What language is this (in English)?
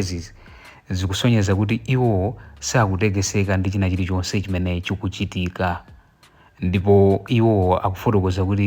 Nyanja